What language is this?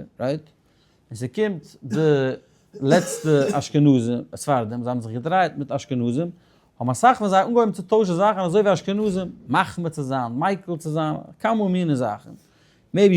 Yiddish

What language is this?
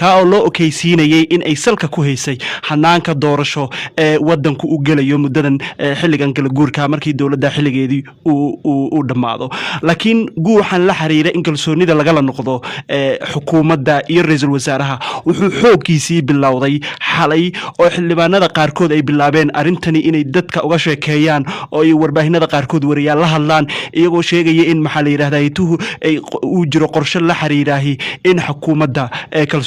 Somali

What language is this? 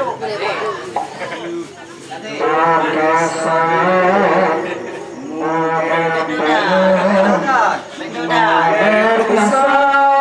Achinese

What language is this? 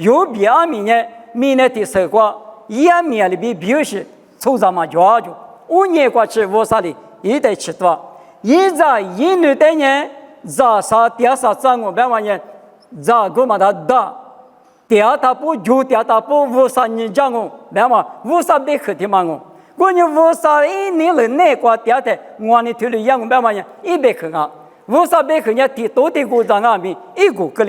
Lisu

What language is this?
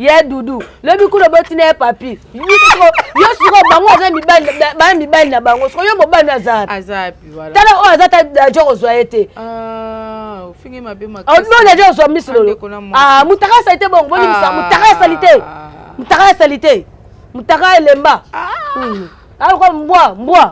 Lingala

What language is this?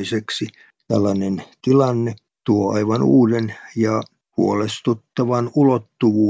Finnish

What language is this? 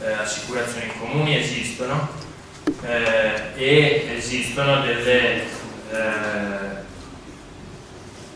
Italian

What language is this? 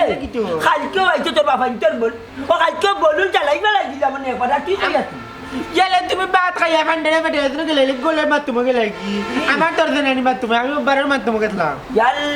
Sylheti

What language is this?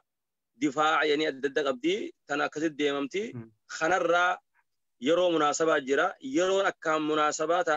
Oromo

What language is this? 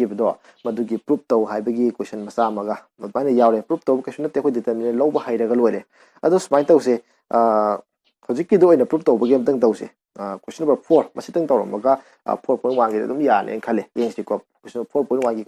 Manipuri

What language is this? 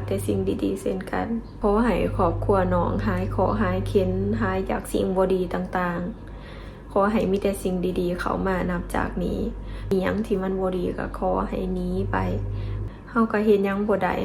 Lao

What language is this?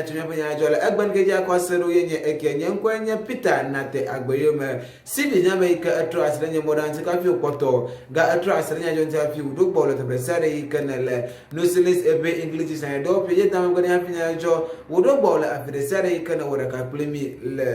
Ewe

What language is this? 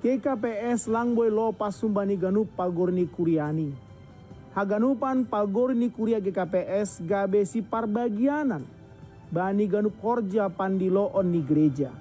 Batak Simalungun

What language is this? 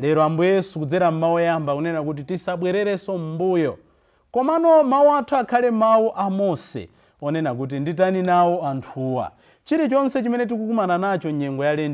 Nyanja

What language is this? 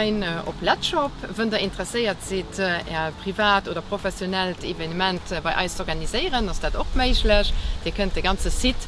Luxembourgish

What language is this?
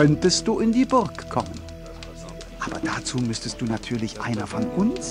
Bavarian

